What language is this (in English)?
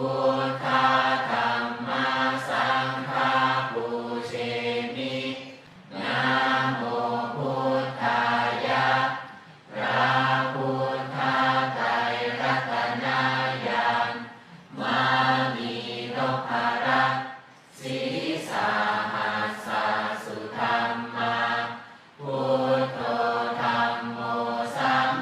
Pali